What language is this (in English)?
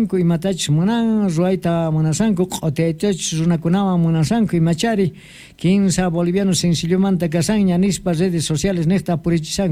South Bolivian Quechua